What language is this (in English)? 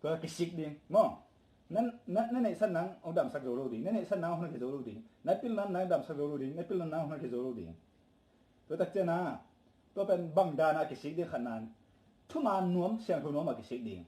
Tedim Chin